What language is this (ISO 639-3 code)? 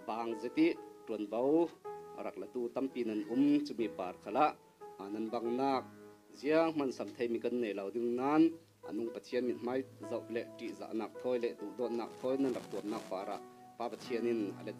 cfm